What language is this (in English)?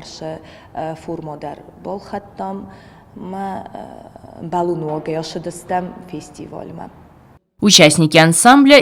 Ossetic